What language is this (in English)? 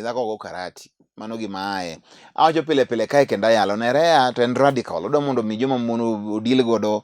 Luo (Kenya and Tanzania)